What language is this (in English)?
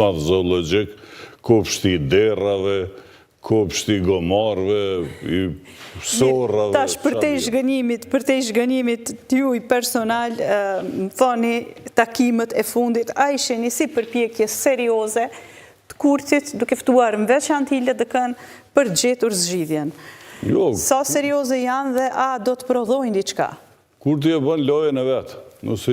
Albanian